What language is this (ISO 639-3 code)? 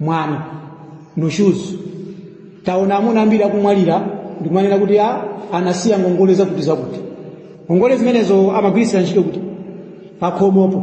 nya